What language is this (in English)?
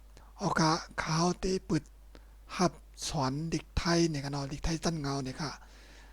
Shan